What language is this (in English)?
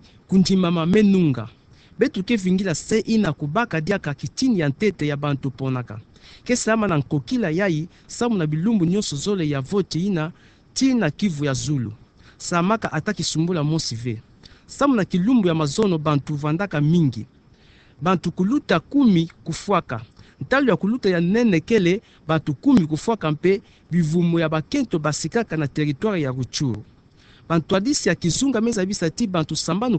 Kituba (Democratic Republic of Congo)